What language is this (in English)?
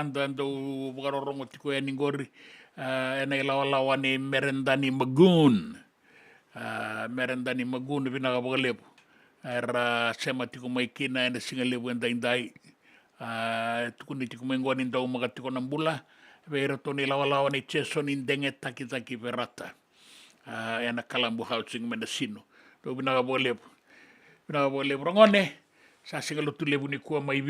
Fijian